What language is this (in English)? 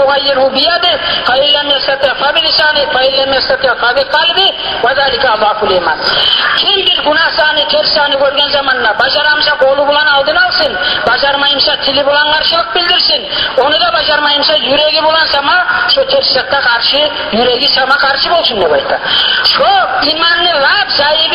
Kumyk